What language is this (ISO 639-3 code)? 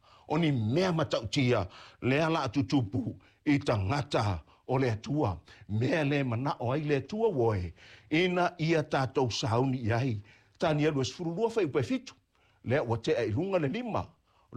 smo